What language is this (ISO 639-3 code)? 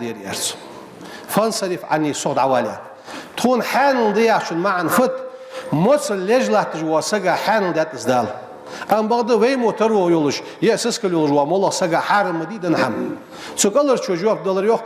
inh